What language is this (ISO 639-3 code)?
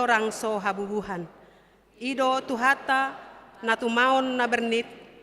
bbc